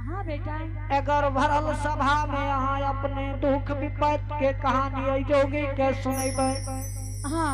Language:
Angika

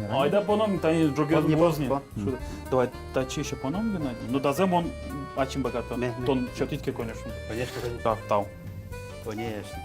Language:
Udmurt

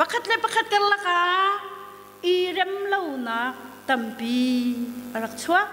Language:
Hakha Chin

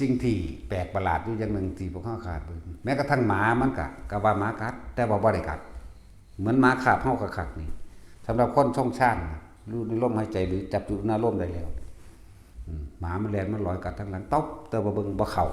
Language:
Northeastern Thai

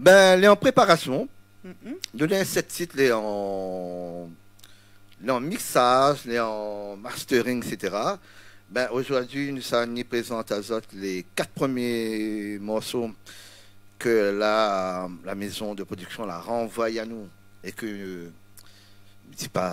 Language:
Réunion Creole French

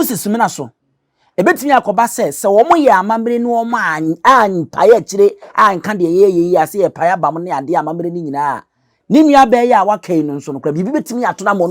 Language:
Akan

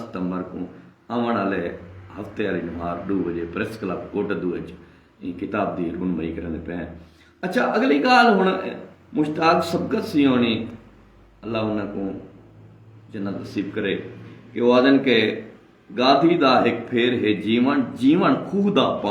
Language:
Saraiki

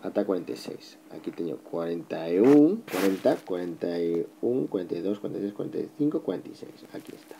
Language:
Galician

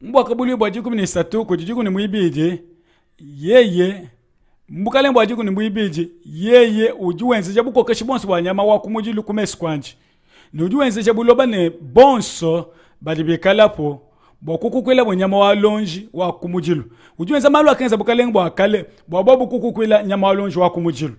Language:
Luba-Lulua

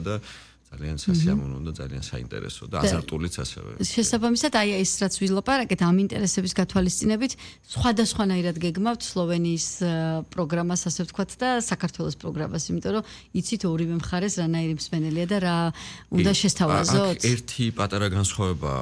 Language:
Georgian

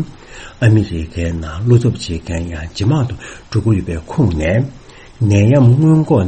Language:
Tibetan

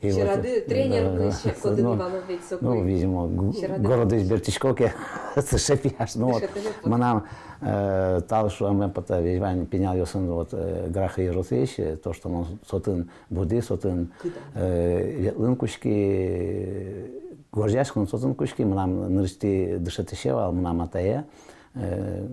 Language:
Udmurt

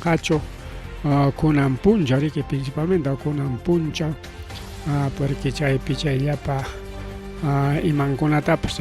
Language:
Ayacucho Quechua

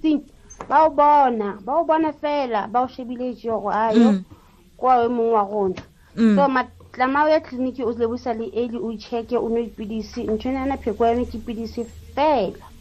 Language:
Tswana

